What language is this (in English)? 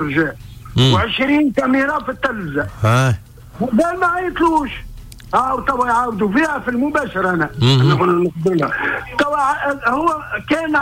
Tunisian Arabic